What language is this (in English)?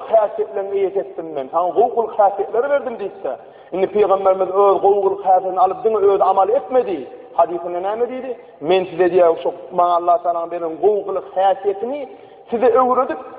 Turkmen